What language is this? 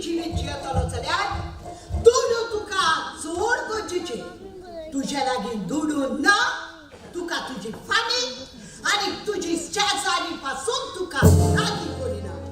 Konkani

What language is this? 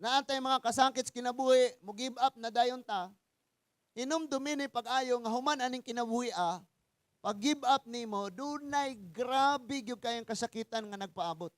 Cebuano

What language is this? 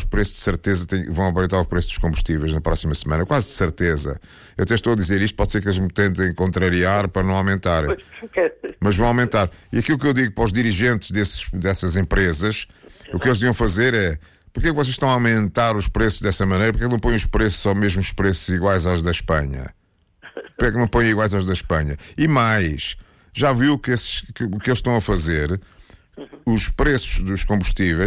Portuguese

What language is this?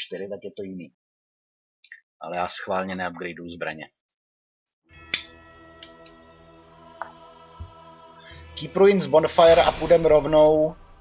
Czech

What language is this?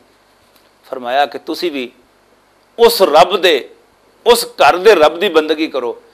Western Panjabi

